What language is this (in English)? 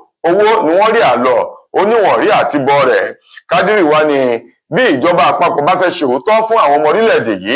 Yoruba